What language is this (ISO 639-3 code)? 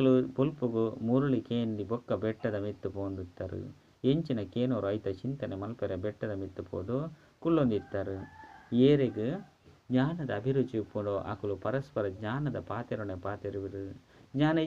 tcy